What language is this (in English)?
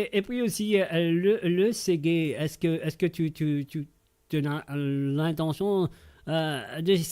Morisyen